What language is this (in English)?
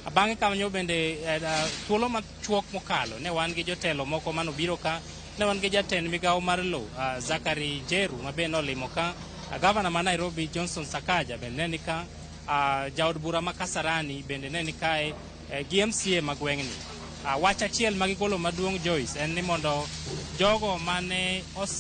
Luo (Kenya and Tanzania)